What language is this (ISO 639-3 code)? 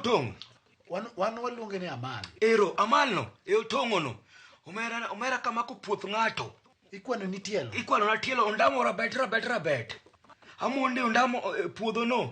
luo